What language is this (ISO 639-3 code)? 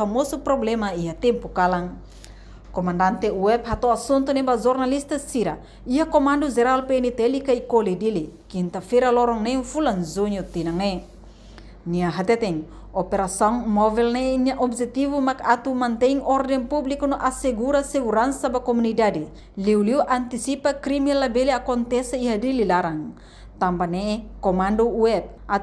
tet